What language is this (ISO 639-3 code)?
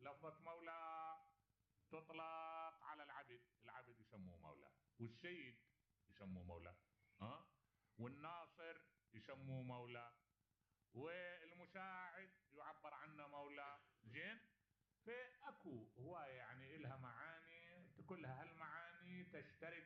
acm